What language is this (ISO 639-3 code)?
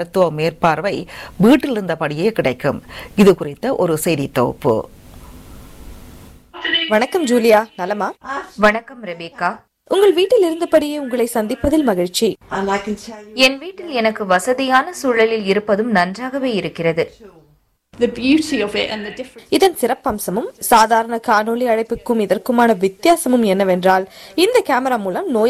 tam